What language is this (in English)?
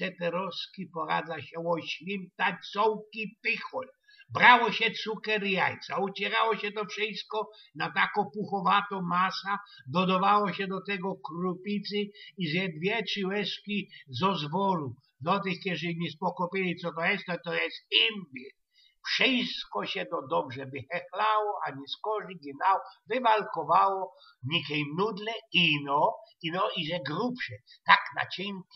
Silesian